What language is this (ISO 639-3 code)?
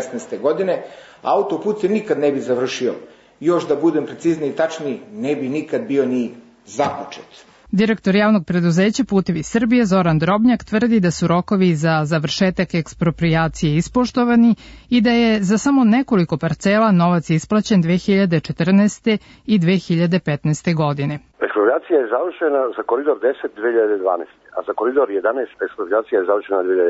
srp